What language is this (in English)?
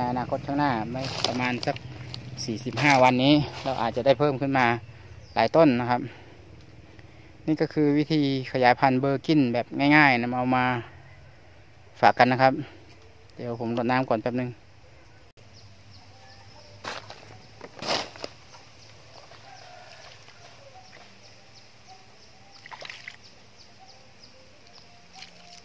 Thai